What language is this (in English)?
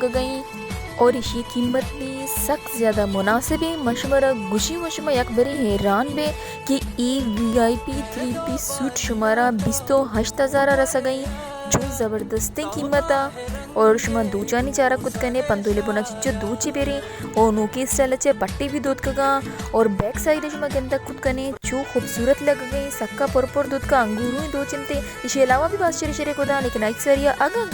Baluchi